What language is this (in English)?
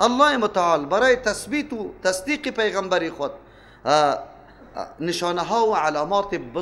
Persian